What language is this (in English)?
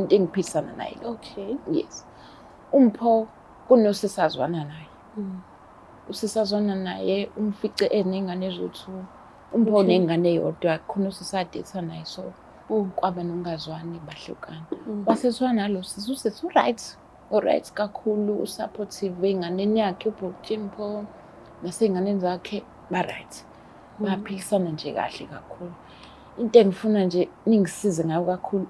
Zulu